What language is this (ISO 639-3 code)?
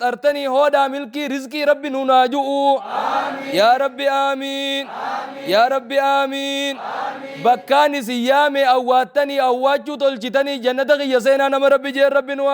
orm